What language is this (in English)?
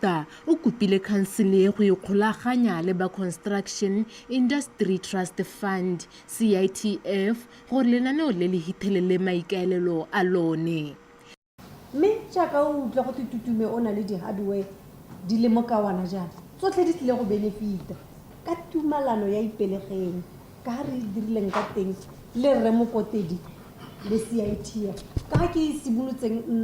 Tswana